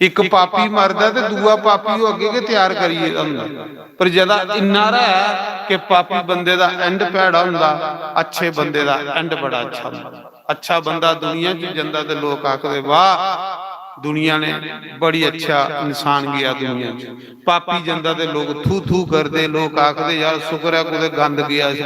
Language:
Dogri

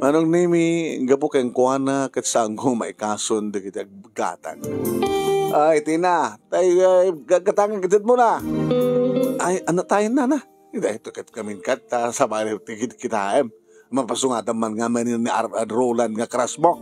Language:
Iloko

